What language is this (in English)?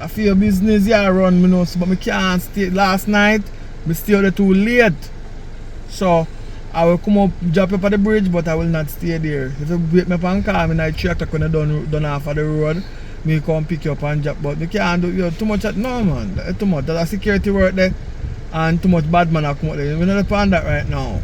Jamaican Creole English